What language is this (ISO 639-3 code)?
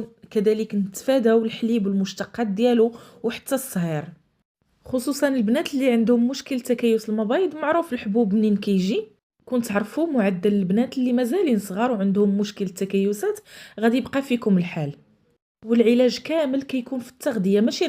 ary